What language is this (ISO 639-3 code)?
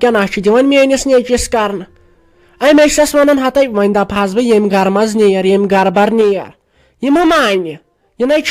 kas